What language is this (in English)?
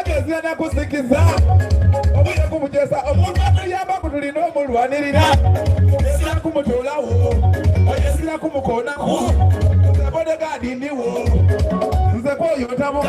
Soga